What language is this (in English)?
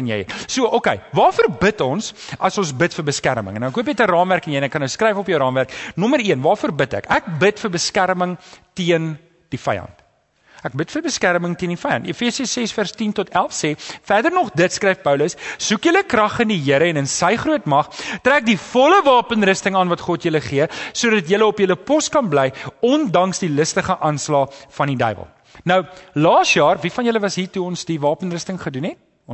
Afrikaans